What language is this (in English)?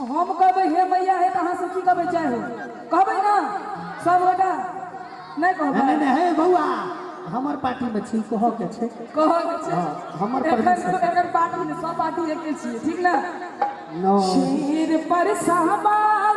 Maithili